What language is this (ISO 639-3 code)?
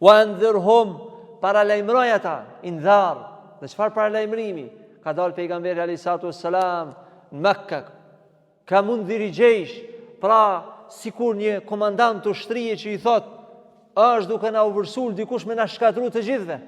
sqi